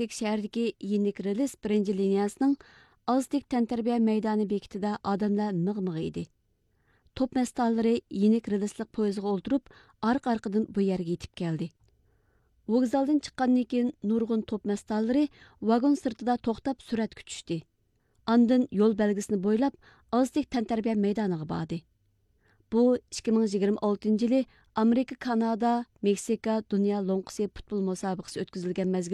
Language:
Uyghur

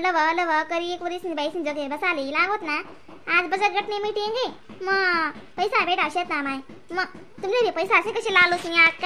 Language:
Khandesi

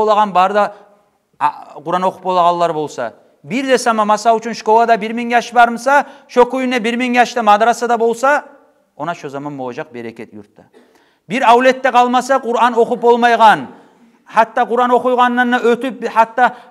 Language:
Kumyk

